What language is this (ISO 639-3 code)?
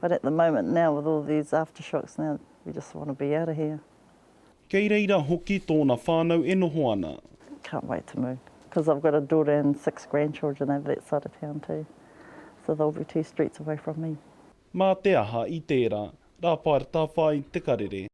mri